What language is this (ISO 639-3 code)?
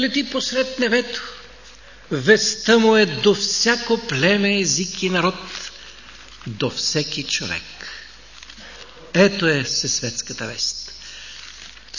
bul